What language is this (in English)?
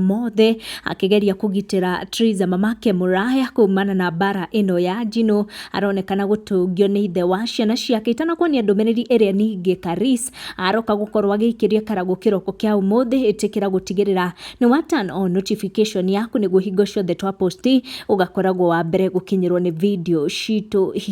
Kikuyu